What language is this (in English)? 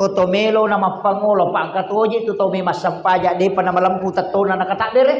Buginese